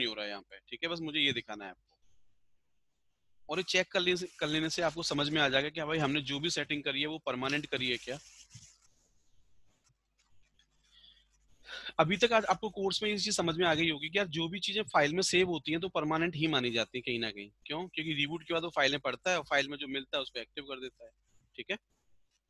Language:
Hindi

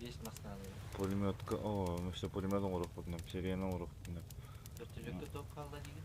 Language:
Yakut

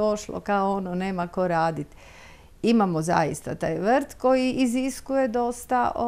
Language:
Croatian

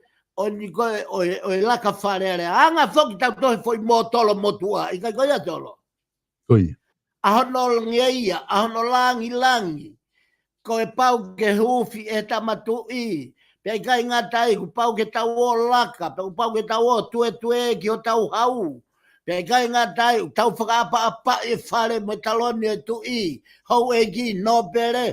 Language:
Tongan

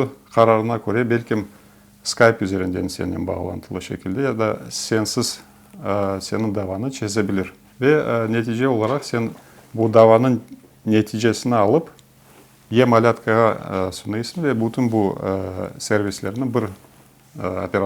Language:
Crimean Tatar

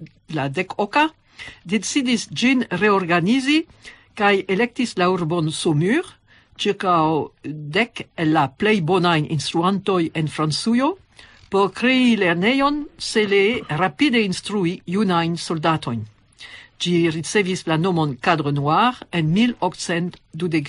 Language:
Esperanto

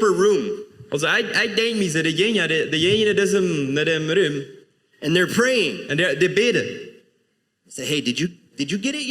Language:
Plautdietsch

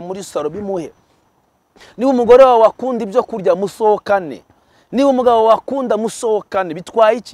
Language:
Kinyarwanda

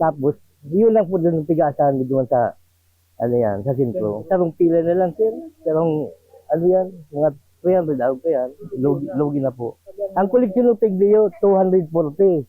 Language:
Bikol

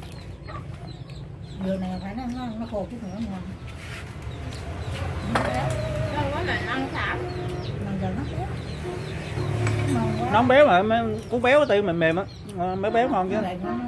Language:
Vietnamese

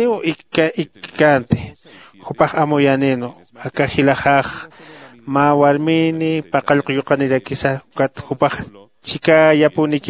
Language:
Aymara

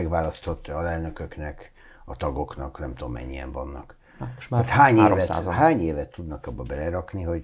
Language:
Hungarian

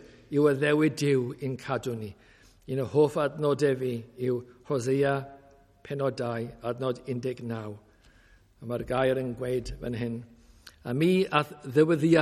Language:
Welsh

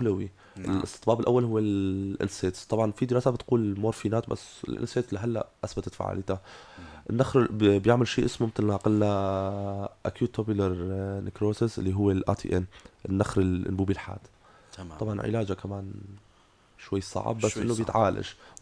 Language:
North Levantine Arabic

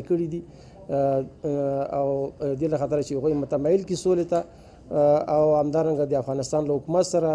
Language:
Pashto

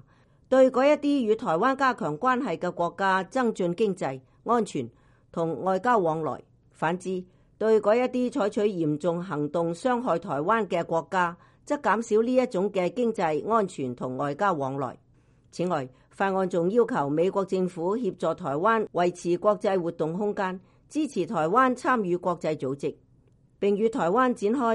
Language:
Cantonese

